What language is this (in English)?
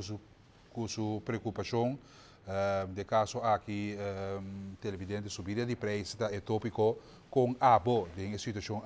Papiamento